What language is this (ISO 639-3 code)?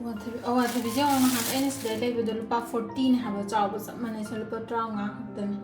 mni